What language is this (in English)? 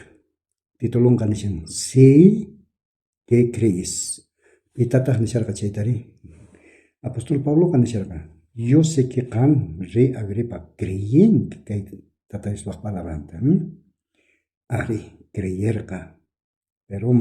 South Bolivian Quechua